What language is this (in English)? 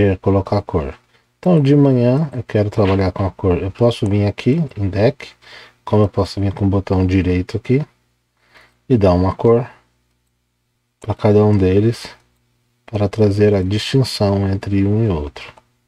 Portuguese